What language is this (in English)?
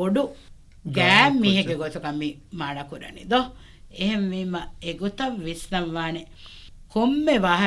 Divehi